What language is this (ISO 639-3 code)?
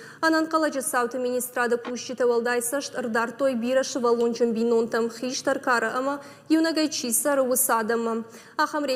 oss